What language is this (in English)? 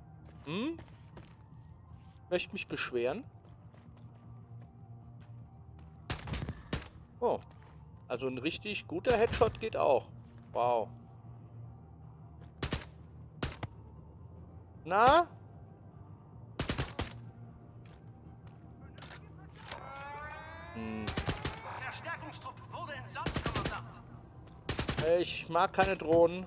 German